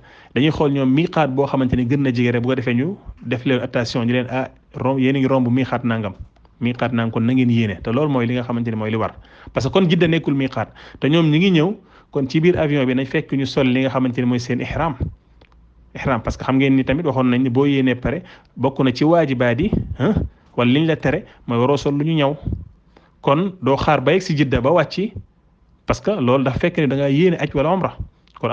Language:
Wolof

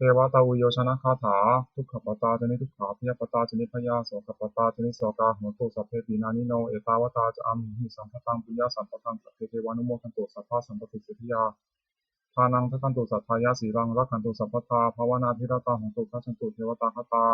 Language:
Pali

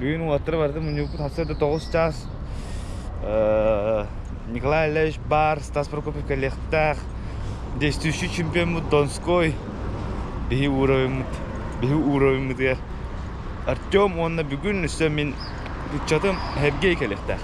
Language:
Yakut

